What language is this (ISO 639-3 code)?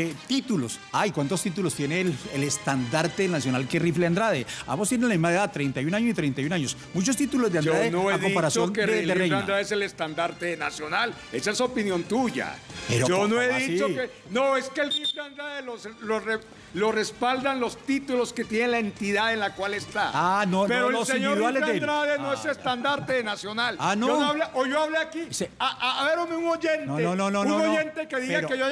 spa